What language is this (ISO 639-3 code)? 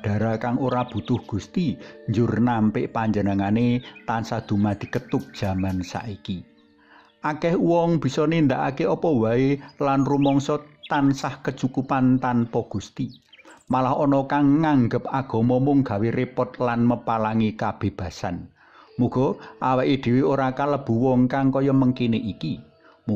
jav